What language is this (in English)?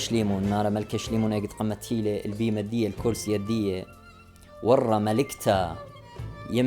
Assyrian Neo-Aramaic